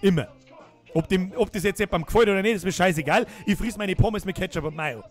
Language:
Bavarian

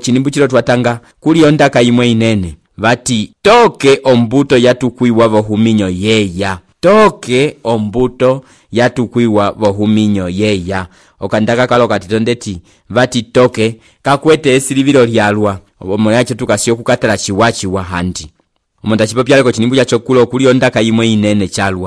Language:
Umbundu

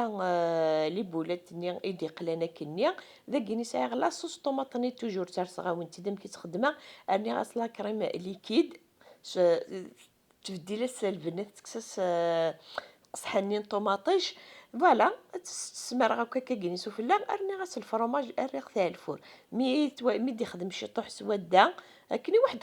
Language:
Kabyle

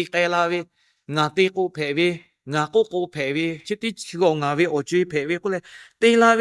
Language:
Lahu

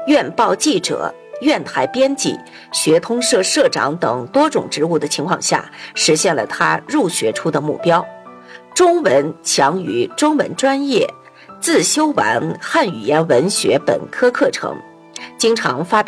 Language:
Chinese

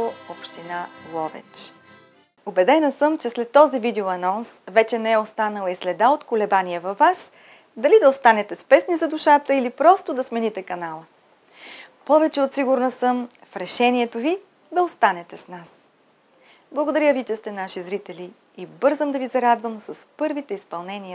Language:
Bulgarian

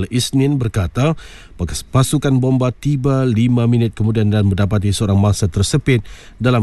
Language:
Malay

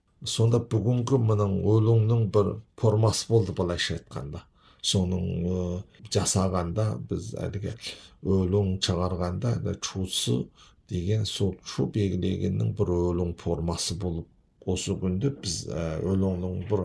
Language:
Kazakh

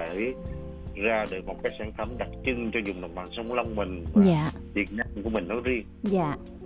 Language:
Vietnamese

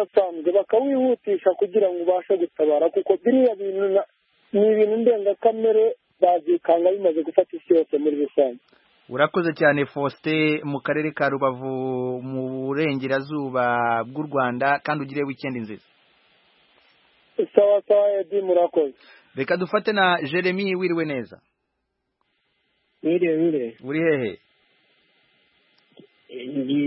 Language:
Kinyarwanda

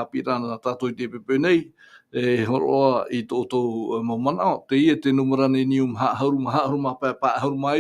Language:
Tahitian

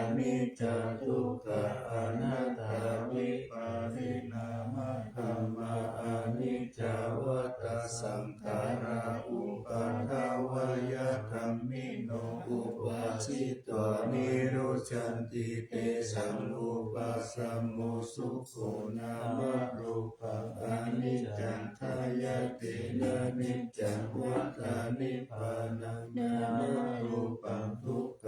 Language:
Pali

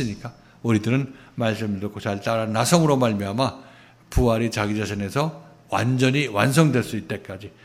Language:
Korean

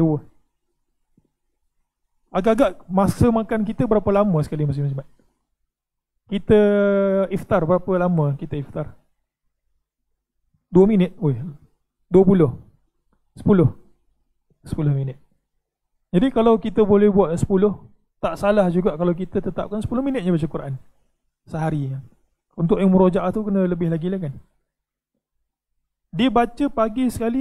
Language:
Malay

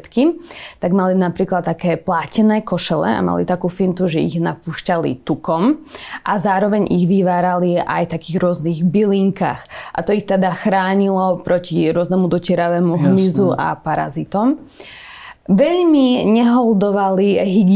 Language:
Slovak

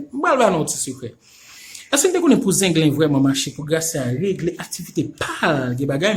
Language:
Haitian Creole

